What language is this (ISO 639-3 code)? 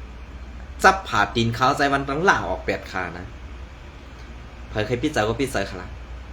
shn